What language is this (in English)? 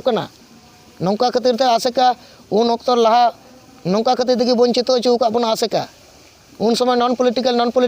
Santali